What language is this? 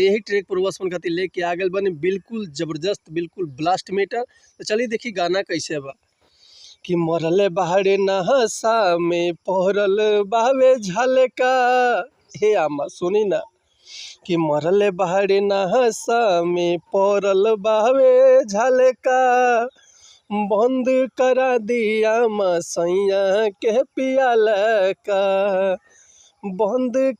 Bhojpuri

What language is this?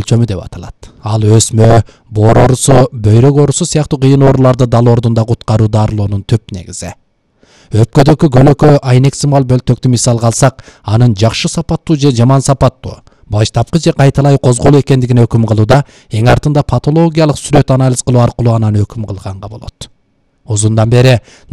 Kyrgyz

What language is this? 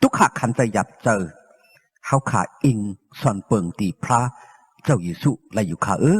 Shan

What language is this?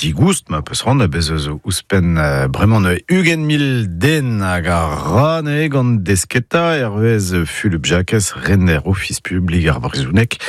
Breton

